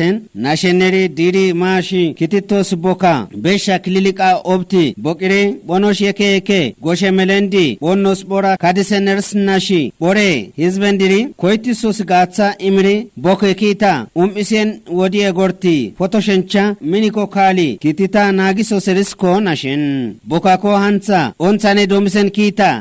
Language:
Kafa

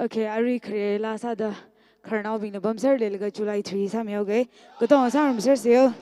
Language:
Tangkhul Naga (India)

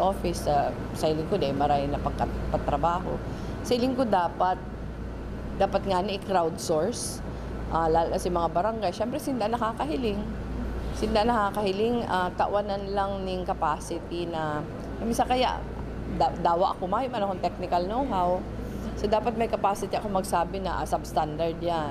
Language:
Bikol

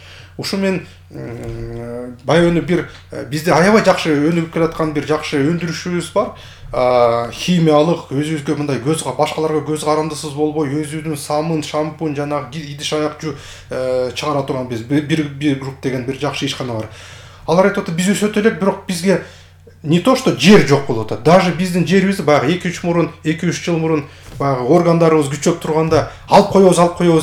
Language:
Kyrgyz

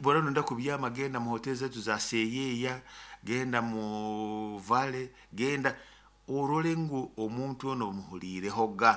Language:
Nyoro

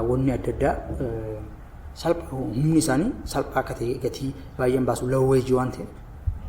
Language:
Oromo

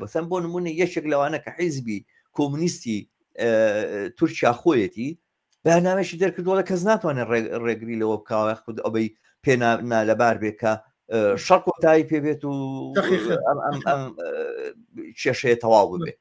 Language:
Central Kurdish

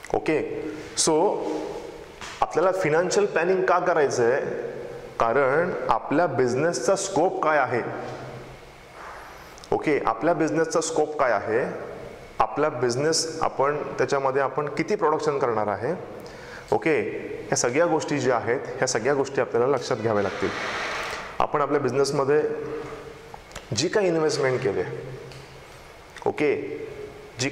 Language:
Marathi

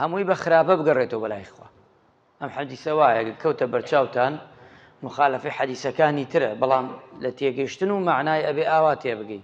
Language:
Central Kurdish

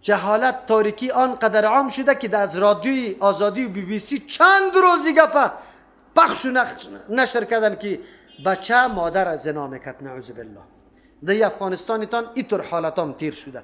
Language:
Persian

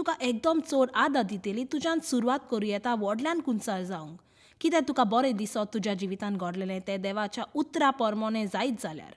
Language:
Konkani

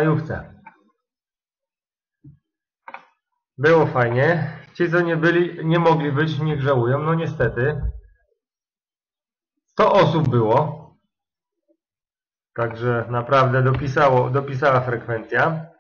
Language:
Polish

